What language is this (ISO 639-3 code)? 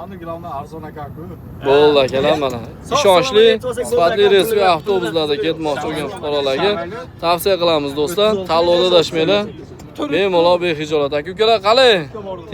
uzb